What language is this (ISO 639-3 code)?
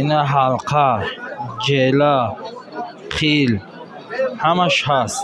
tgk